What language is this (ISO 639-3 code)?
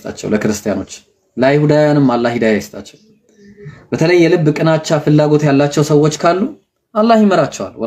amh